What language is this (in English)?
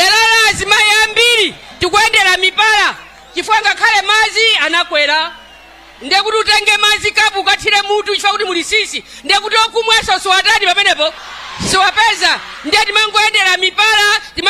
Nyanja